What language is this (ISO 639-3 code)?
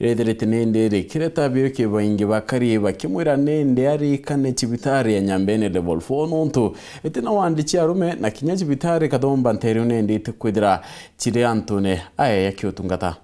mer